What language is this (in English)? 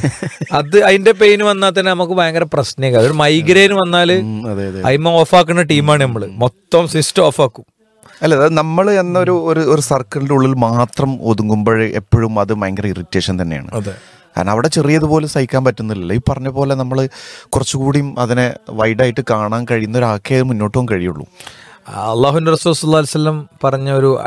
Malayalam